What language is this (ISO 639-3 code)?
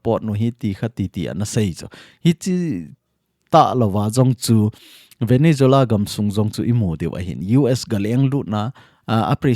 tcz